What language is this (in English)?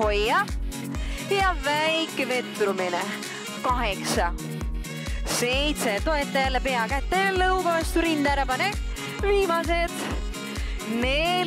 Estonian